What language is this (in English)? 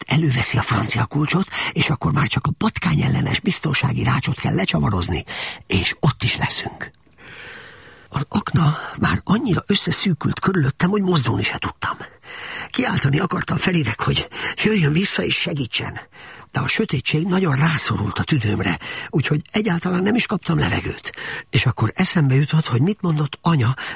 Hungarian